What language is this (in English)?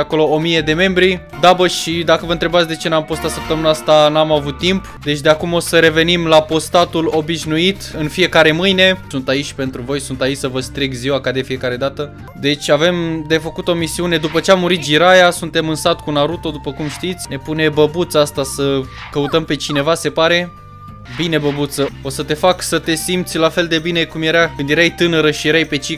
Romanian